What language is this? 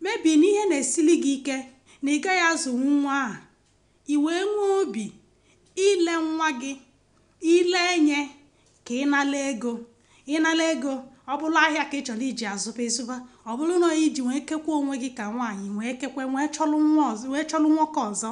Igbo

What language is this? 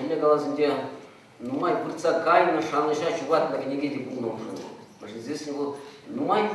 Chuvash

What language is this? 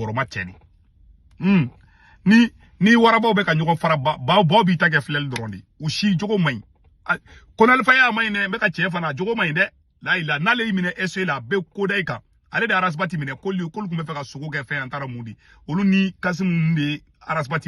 Bambara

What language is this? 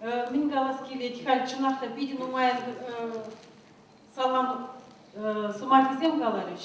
Chuvash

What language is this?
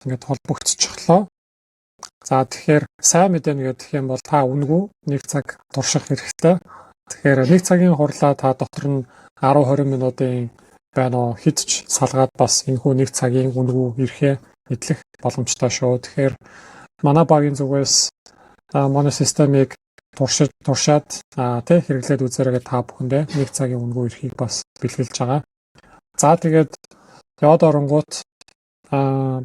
Mongolian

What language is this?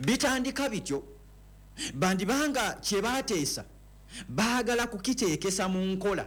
Ganda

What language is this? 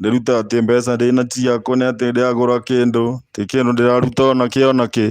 Kikuyu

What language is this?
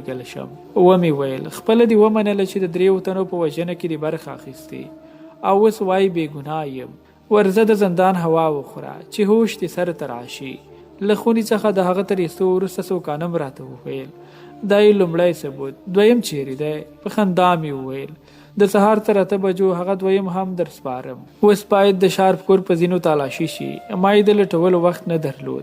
Pashto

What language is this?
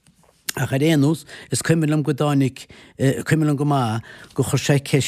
Irish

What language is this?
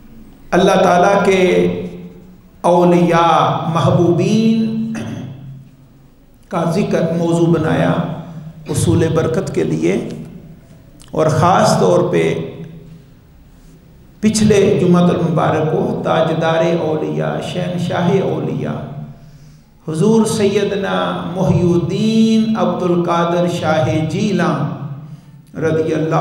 Urdu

